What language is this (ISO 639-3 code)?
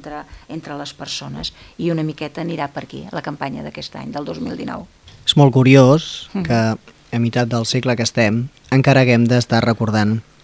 cat